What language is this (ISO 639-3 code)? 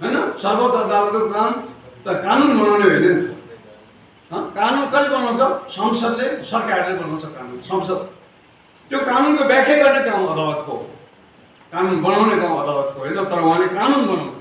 nep